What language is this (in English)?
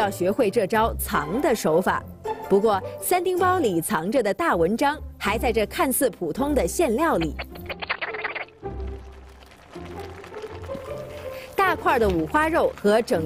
Chinese